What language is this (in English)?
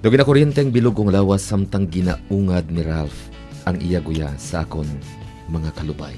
Hiligaynon